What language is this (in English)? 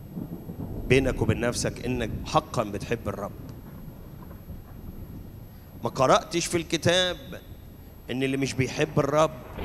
Egyptian Arabic